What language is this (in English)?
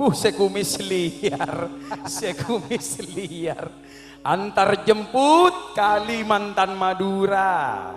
Madurese